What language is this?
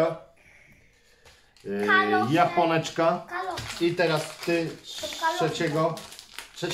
Polish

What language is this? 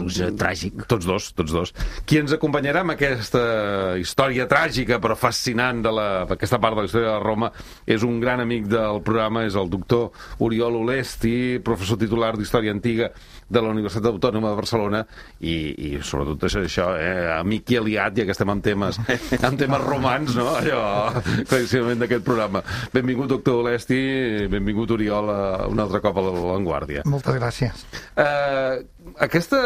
Catalan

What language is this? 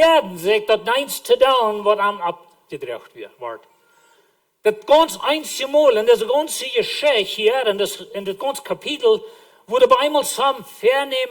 Plautdietsch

